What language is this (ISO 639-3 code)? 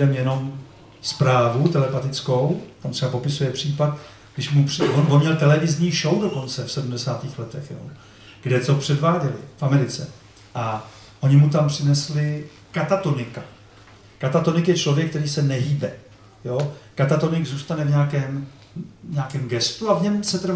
ces